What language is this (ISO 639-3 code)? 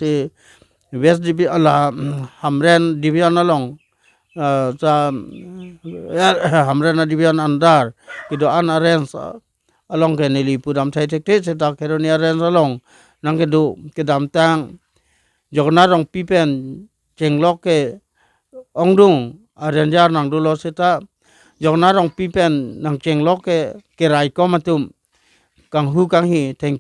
mjw